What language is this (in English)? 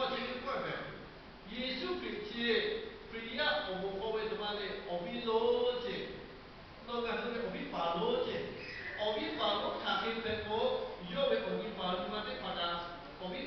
Lahu